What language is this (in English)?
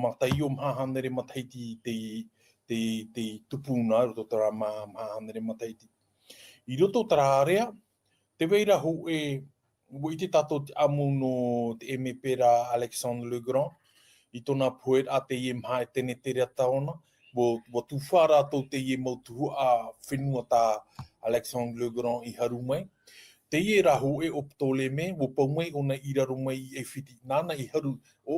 Tahitian